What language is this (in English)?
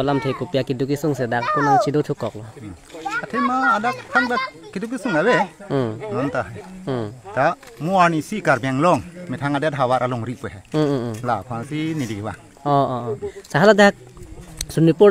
Karbi